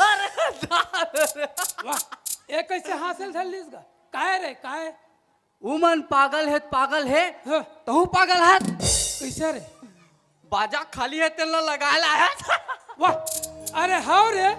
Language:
Chhattisgarhi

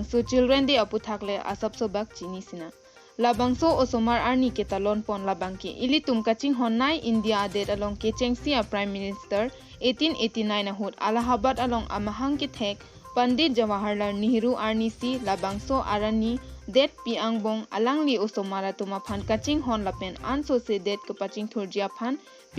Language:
Karbi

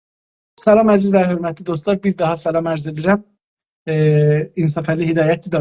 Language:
South Azerbaijani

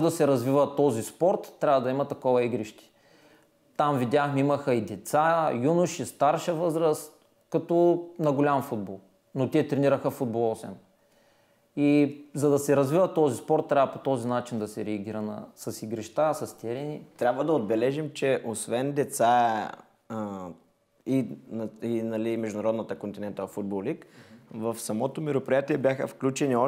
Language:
Bulgarian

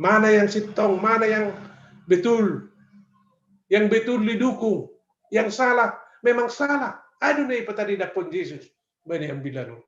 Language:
Batak Simalungun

